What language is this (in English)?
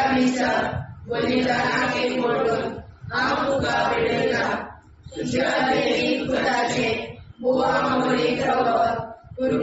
Konkani